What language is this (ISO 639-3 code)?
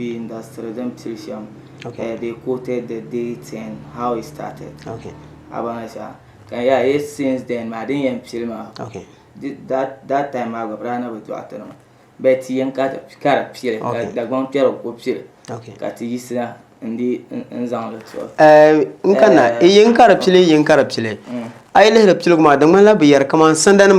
dag